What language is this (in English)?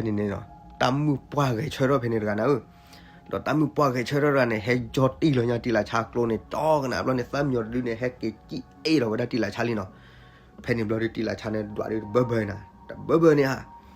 S'gaw Karen